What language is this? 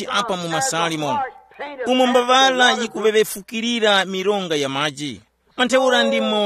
Tumbuka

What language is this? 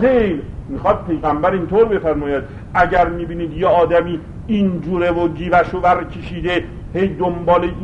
Persian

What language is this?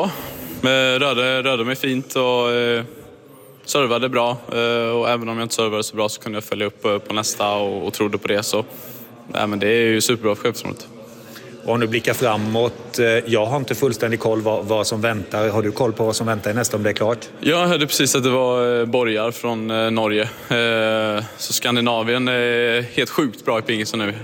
Swedish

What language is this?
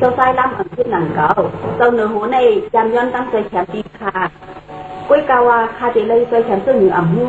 Shan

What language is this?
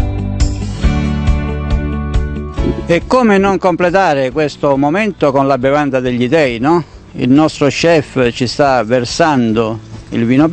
Italian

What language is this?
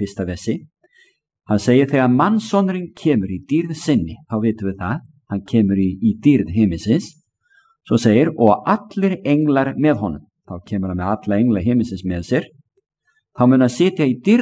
Icelandic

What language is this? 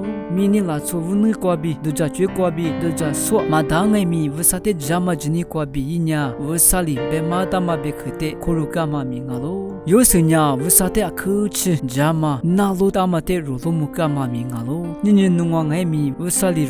Lisu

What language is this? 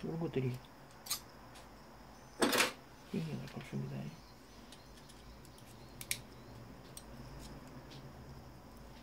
Korean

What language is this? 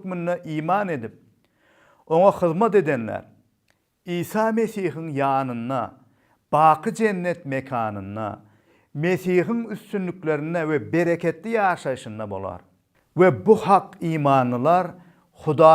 Turkmen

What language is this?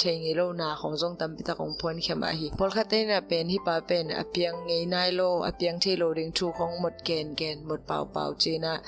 Tedim Chin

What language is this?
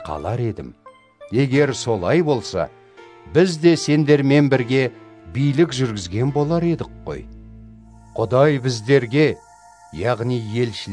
Kazakh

